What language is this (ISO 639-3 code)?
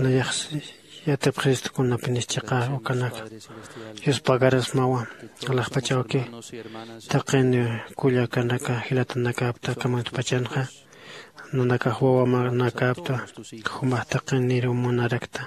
aym